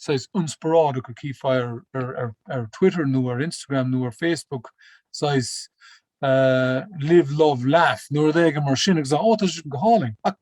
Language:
Irish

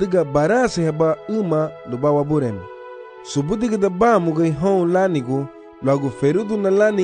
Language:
Garifuna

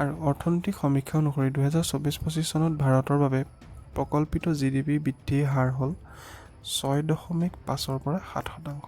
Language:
Assamese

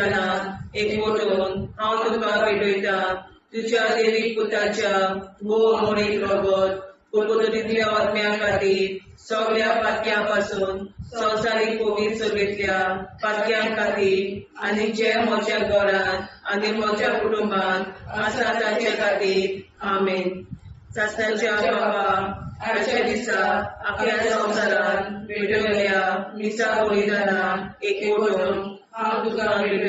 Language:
Konkani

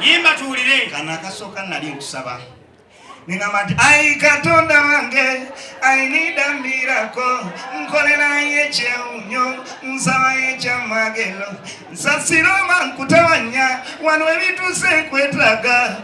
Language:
Ganda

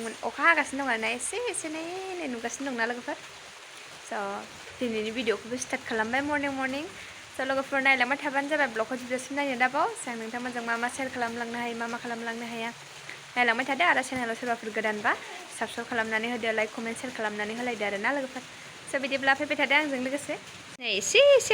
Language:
Bodo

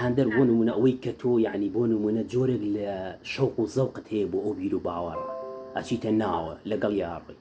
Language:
Central Kurdish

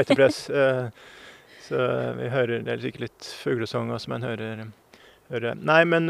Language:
Norwegian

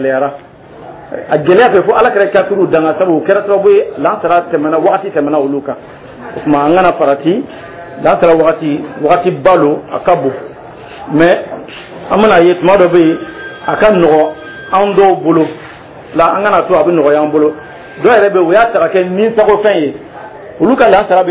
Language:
Dyula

